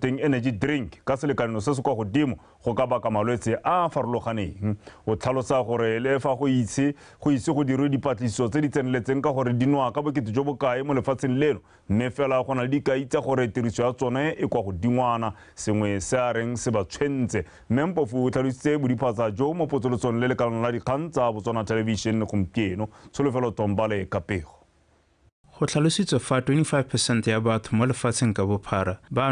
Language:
Tswana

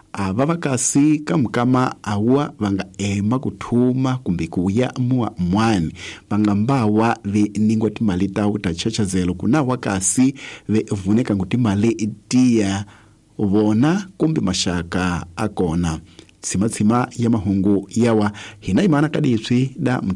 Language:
Tsonga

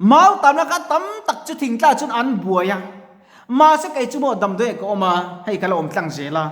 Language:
Mizo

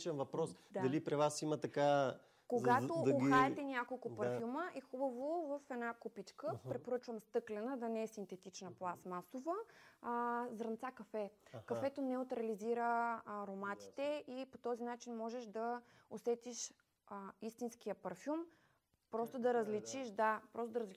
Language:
Bulgarian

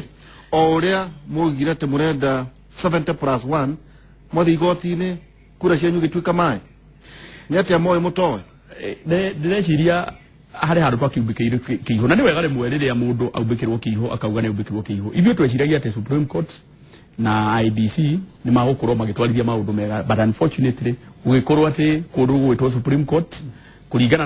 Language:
Kikuyu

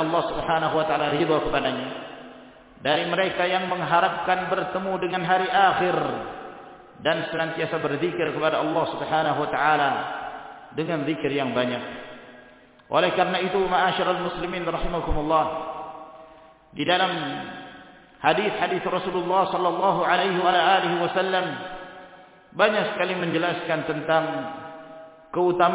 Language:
Indonesian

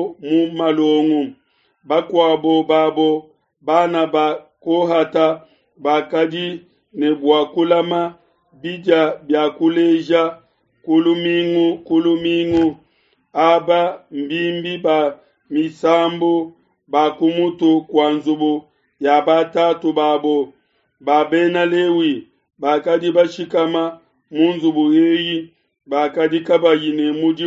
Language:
Luba-Lulua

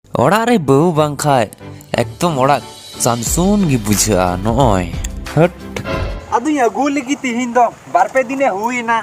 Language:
Santali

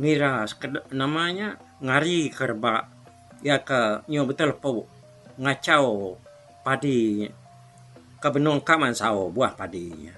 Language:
Iban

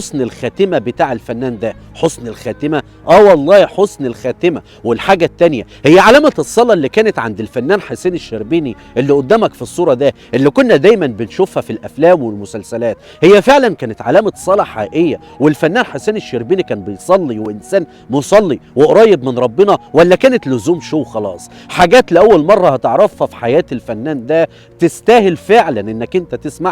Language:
Egyptian Arabic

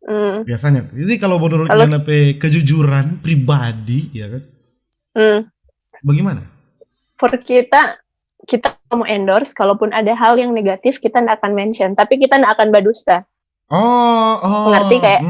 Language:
Manado Malay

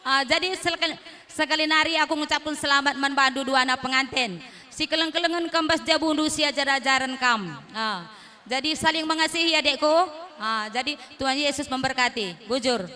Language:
Batak Karo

